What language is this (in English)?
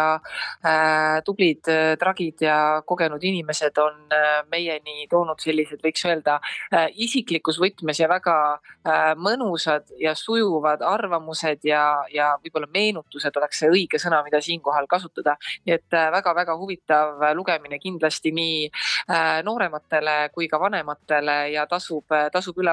Estonian